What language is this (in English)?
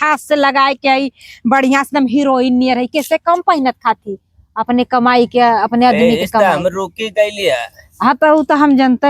Bhojpuri